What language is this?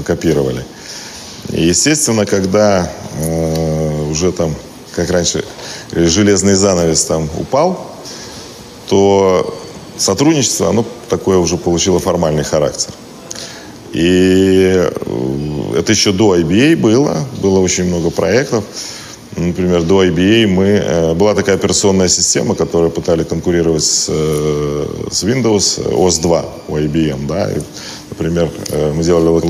Russian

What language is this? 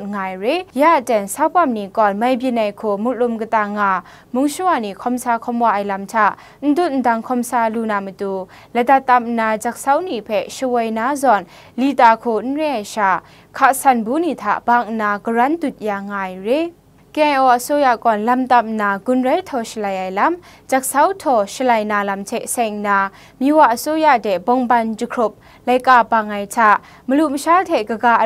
Kachin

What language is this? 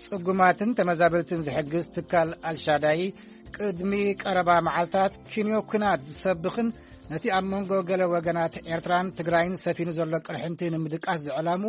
Tigrinya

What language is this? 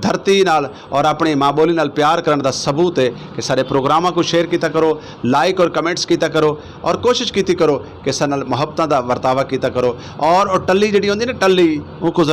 Saraiki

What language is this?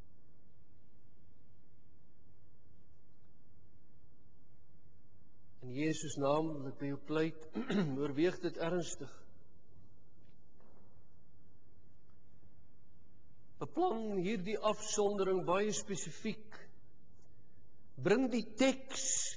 Afrikaans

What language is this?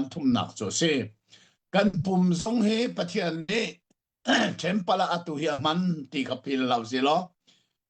Hakha Chin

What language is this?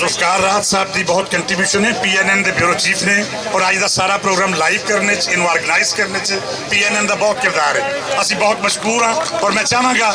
Western Panjabi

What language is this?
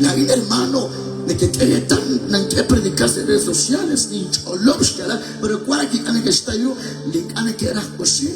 Kekchí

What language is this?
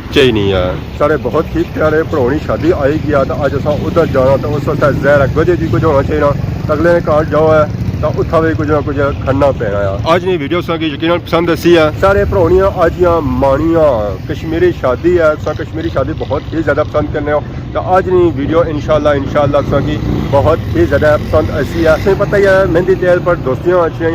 Pahari-Potwari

